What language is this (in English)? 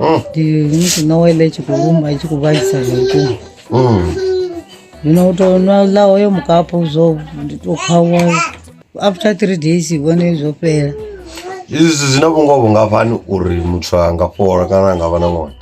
Venda